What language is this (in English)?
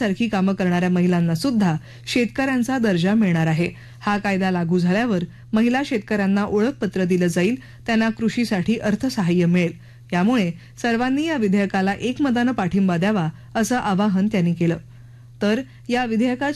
Marathi